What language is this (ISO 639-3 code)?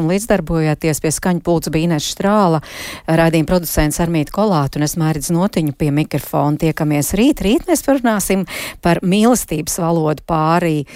lav